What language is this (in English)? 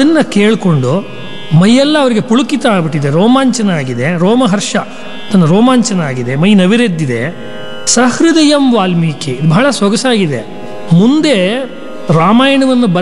Kannada